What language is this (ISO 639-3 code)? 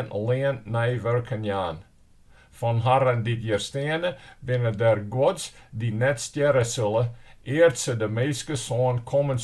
fry